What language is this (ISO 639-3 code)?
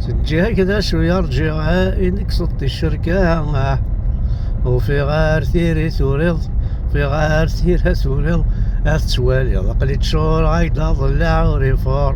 kab